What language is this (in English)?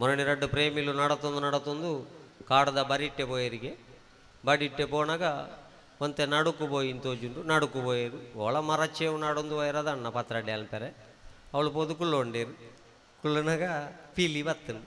Tulu